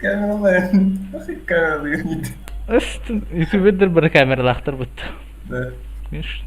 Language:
Yakut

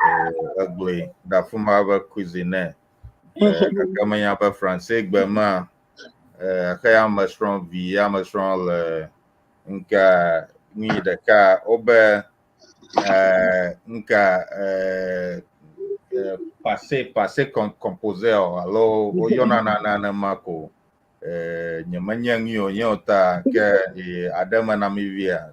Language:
Ewe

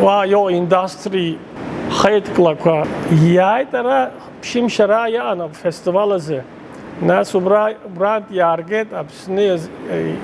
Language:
Abkhazian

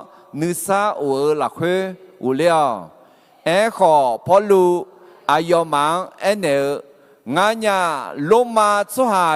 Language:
Akha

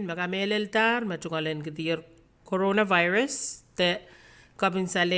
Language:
Pohnpeian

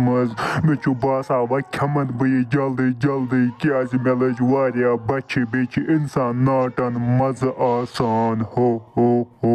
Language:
Kashmiri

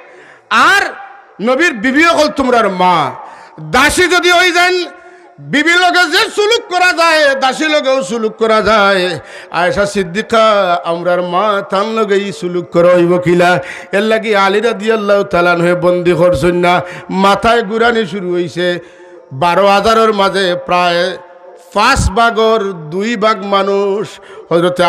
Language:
Sylheti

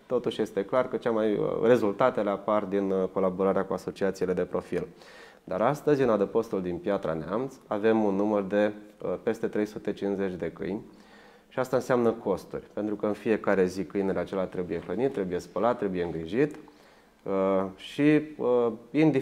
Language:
Romanian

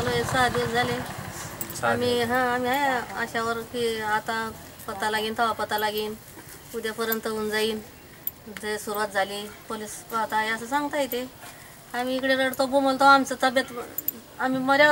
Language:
Marathi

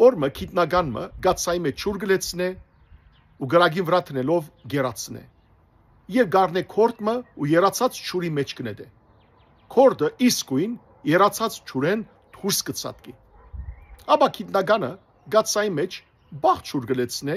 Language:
Western Armenian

